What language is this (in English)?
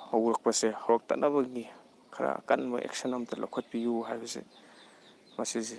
Manipuri